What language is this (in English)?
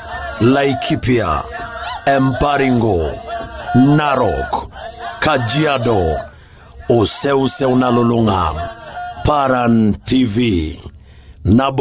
Masai